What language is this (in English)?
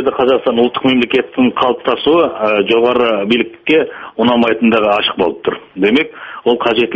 Kazakh